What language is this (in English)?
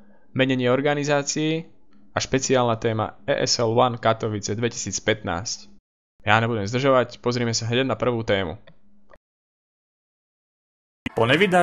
Slovak